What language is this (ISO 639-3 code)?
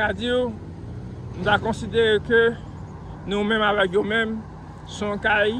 hat